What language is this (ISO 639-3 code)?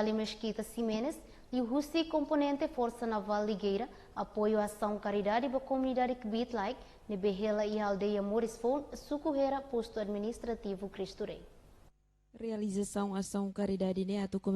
tet